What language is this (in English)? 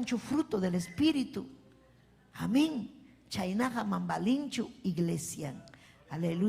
Ayacucho Quechua